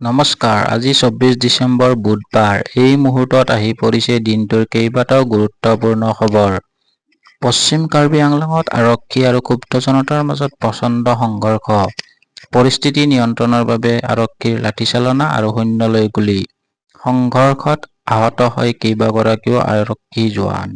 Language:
Assamese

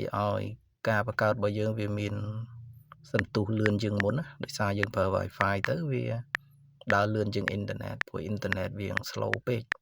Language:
Khmer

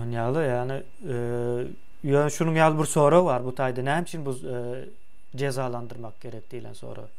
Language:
Turkmen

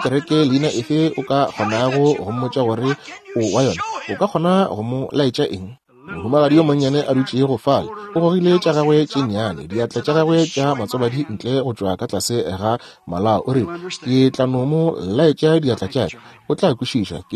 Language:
Northern Sotho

